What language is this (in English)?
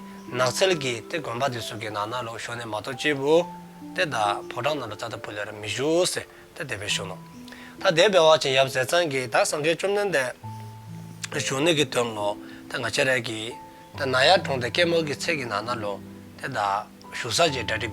Dzongkha